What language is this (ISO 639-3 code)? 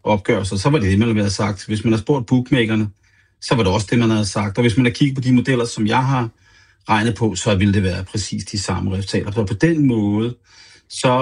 dan